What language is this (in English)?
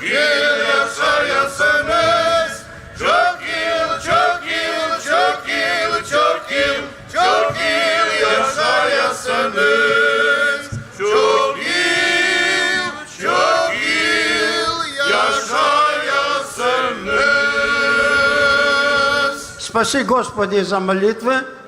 Gagauz